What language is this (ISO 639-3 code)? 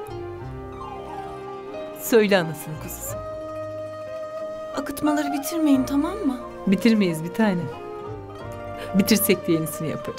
tur